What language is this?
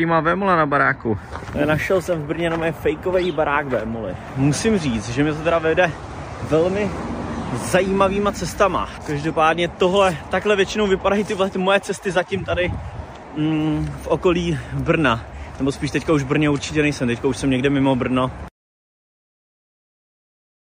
Czech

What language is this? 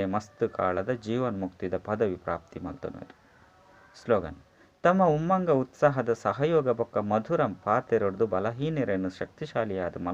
Tulu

